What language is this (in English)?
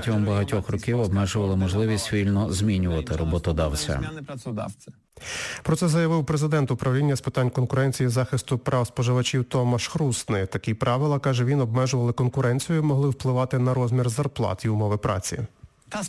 Ukrainian